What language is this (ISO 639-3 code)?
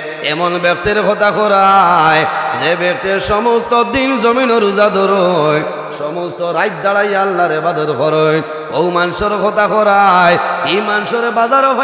syl